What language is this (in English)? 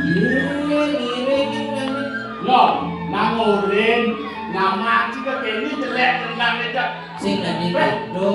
Balinese